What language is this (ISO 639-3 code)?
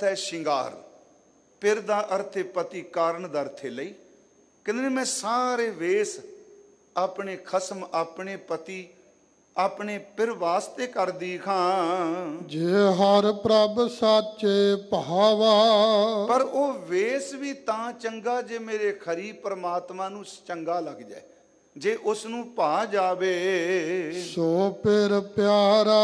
pan